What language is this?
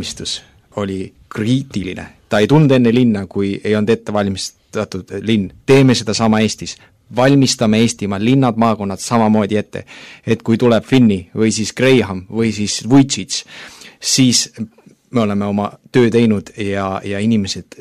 Estonian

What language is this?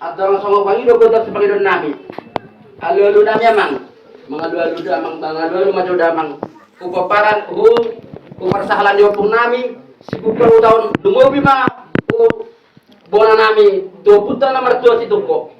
Batak Toba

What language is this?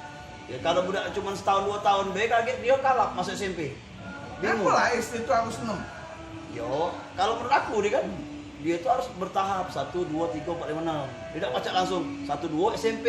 Musi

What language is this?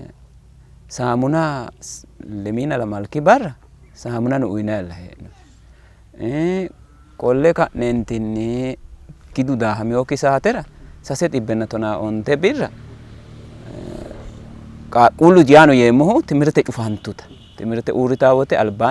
Sidamo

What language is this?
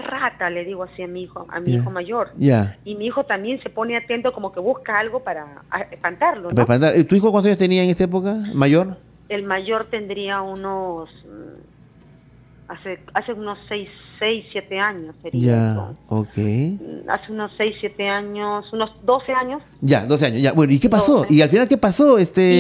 Spanish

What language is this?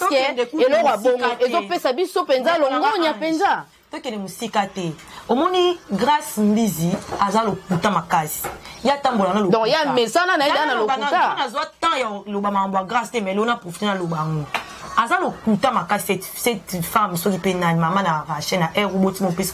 Lingala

